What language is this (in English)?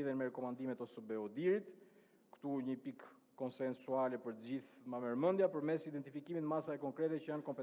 Albanian